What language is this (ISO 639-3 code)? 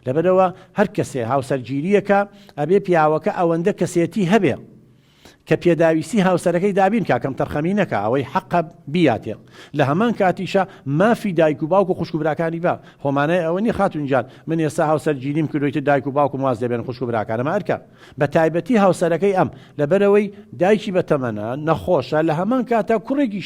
ckb